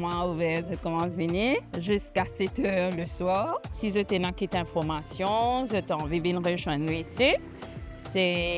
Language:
Morisyen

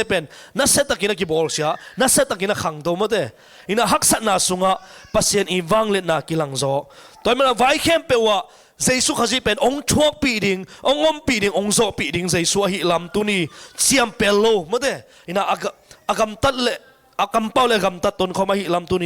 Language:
Tedim Chin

